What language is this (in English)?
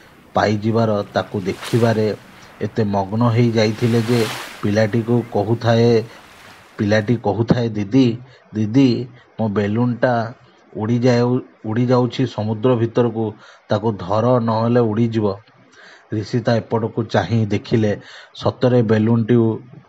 Odia